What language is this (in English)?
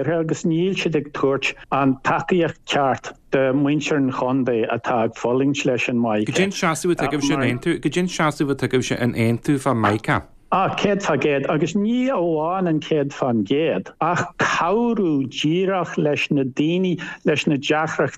Irish